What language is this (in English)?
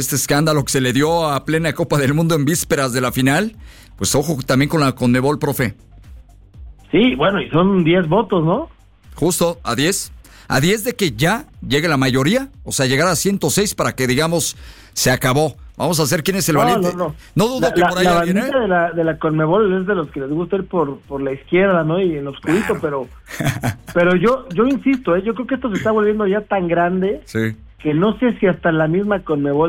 Spanish